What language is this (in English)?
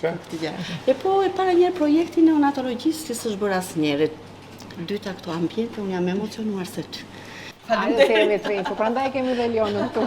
Albanian